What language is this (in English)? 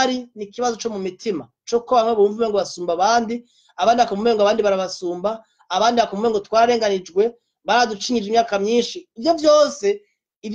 Rundi